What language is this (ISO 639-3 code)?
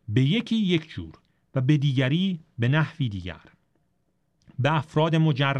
fas